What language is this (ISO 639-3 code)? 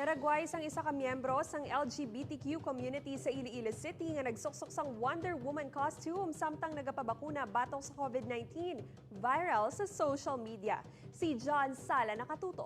hil